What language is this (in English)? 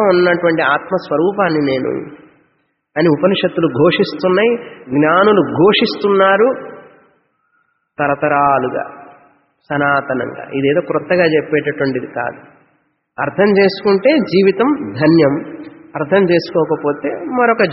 Telugu